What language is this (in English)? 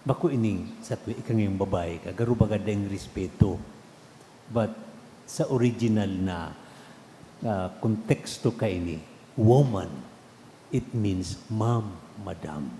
Bikol